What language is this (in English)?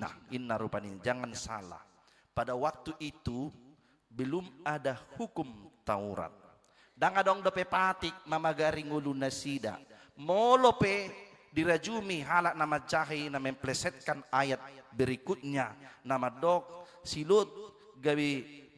Batak Toba